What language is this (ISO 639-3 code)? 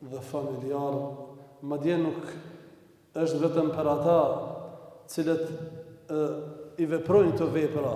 sqi